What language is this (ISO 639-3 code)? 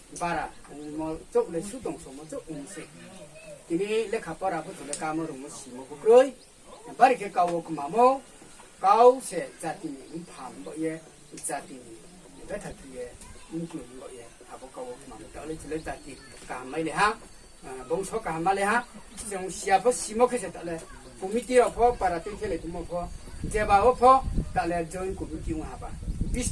ria